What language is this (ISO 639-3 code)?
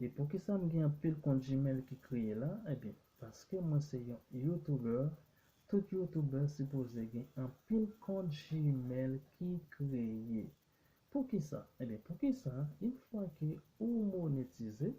hat